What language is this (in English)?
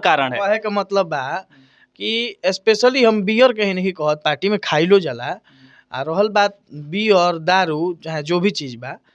Bhojpuri